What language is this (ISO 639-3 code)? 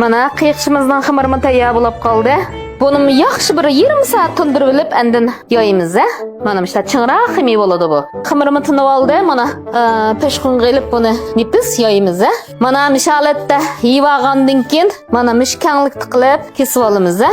uig